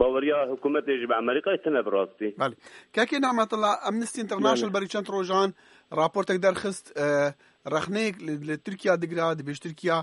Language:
Kurdish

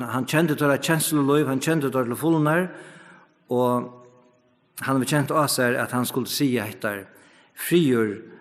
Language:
Faroese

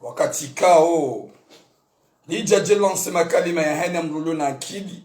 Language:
Ngazidja Comorian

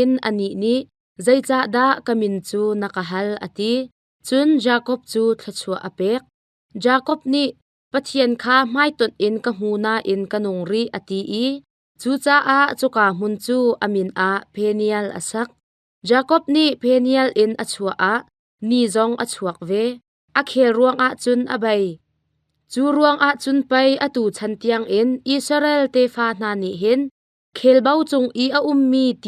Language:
Hakha Chin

